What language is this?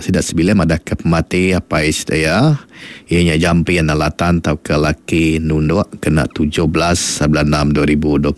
Iban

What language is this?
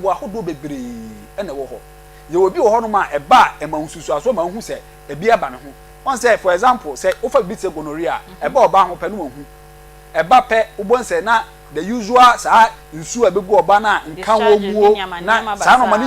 Akan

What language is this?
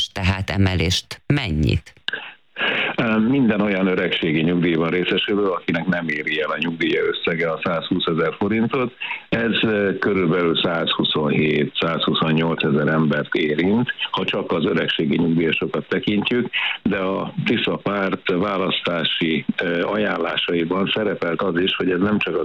Hungarian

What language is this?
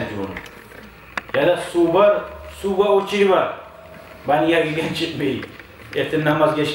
Kumyk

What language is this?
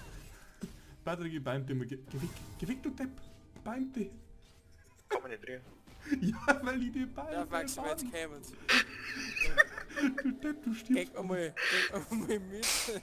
Bavarian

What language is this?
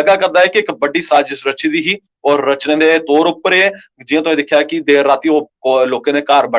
Dogri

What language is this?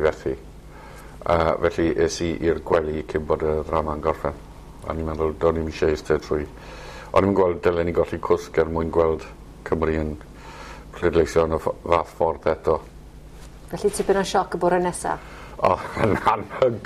Welsh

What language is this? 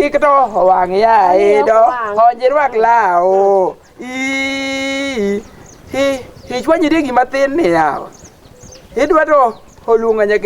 Luo (Kenya and Tanzania)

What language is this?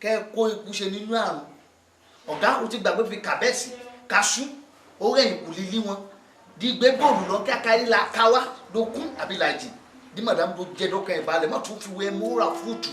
Yoruba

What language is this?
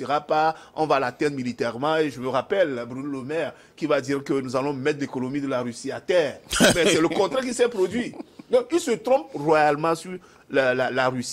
French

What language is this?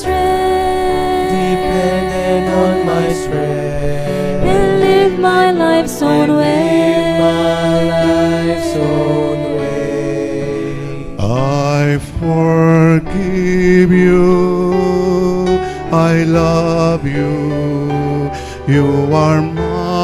Pampanga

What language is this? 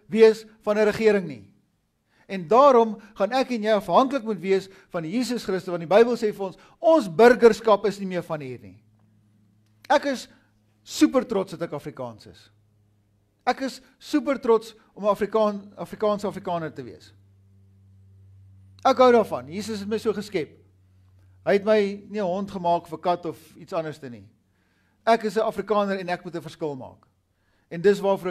Afrikaans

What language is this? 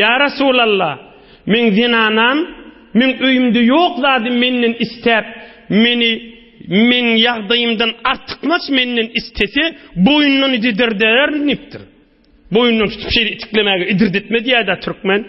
Turkmen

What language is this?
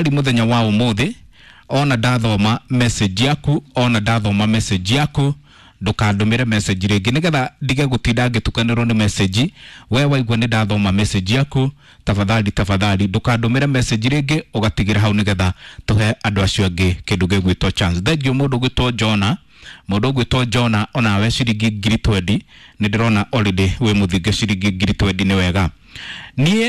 Kikuyu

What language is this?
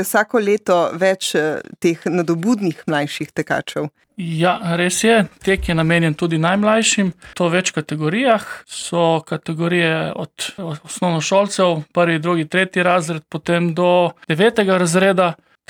Slovenian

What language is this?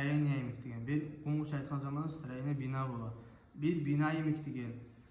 Kumyk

